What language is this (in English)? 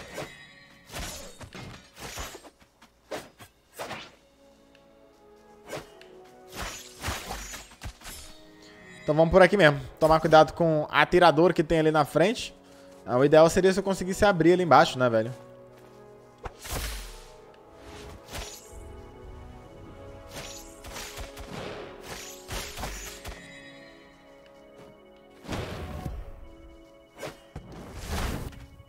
Portuguese